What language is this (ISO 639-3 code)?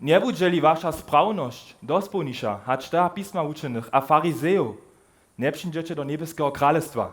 hsb